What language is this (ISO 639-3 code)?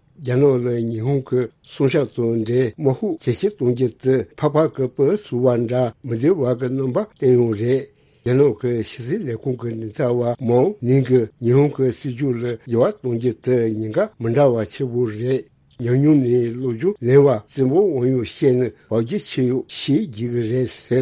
bod